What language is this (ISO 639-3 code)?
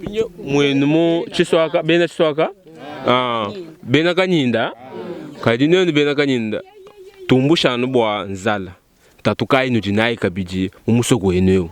lua